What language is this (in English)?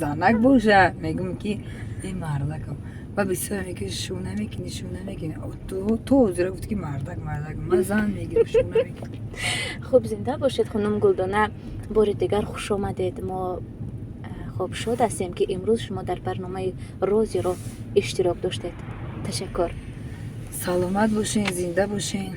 Tajik